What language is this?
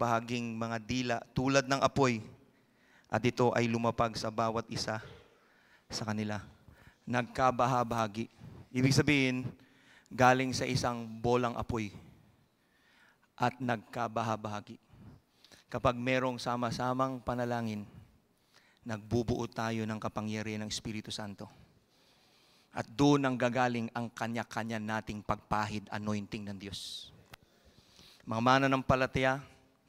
Filipino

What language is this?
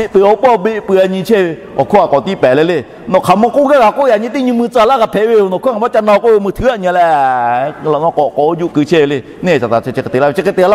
Lahu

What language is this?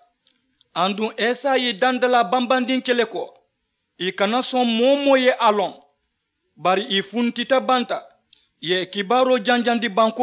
Mandingo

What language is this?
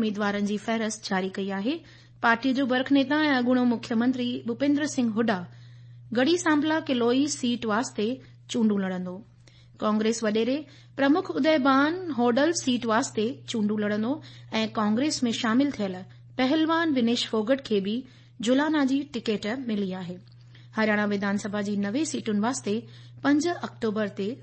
Sindhi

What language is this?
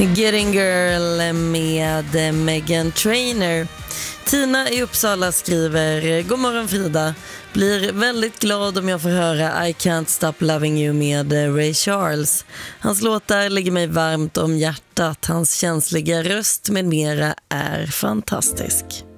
Swedish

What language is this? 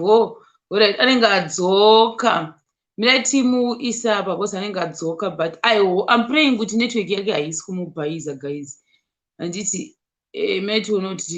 Shona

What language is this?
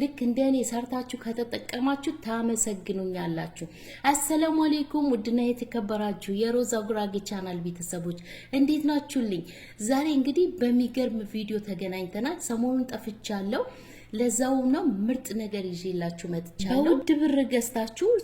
Amharic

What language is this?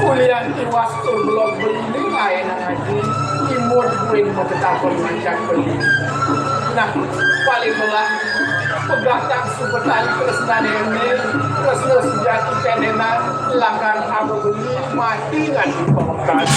Balinese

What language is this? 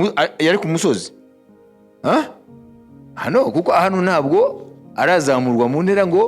Kinyarwanda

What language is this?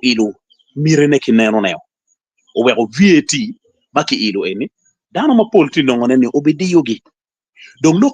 Acoli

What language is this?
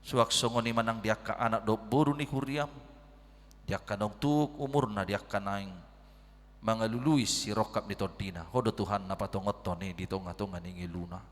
Batak Toba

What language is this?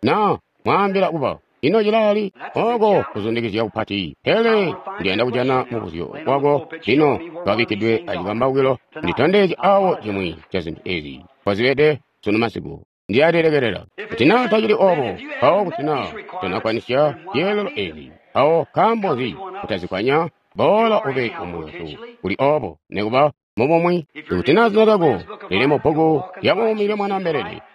Tonga (Zambia)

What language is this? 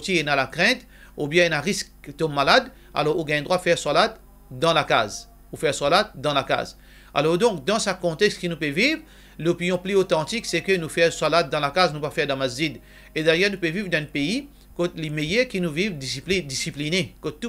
Morisyen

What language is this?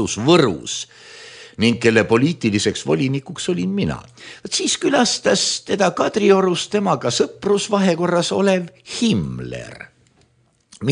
Estonian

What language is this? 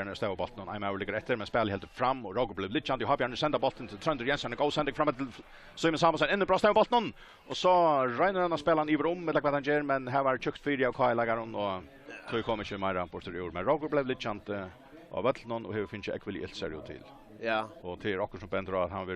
Faroese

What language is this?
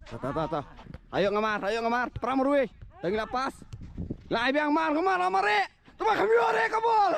Khasi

